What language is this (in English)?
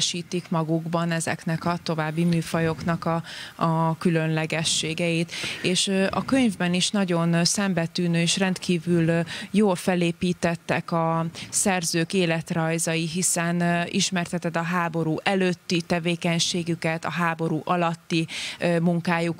Hungarian